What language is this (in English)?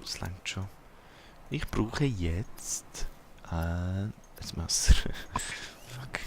Swiss German